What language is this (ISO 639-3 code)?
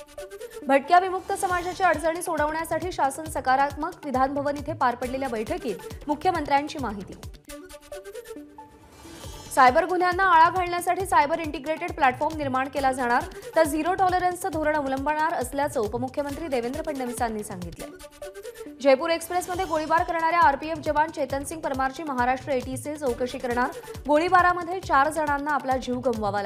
mar